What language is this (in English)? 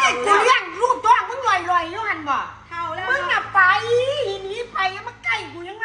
Northeastern Thai